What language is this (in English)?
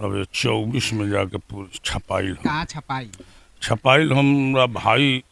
Bhojpuri